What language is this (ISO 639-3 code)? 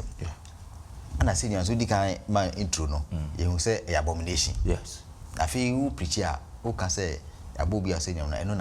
aka